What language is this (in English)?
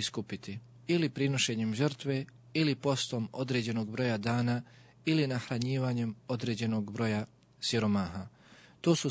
Bosnian